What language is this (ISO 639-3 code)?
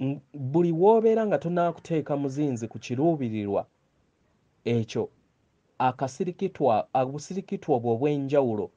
lug